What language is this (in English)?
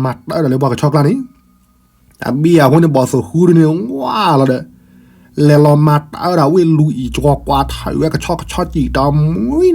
S'gaw Karen